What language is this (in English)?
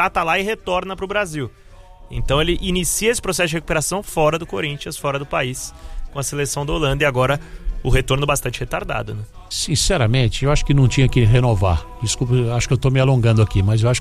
Portuguese